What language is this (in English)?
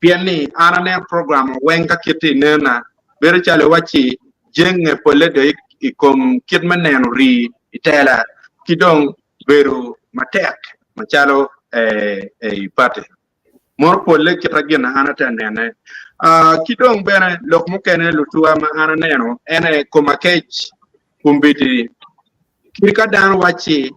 Acoli